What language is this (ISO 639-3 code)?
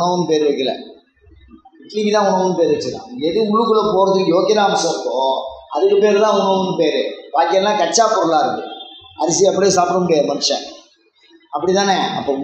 tam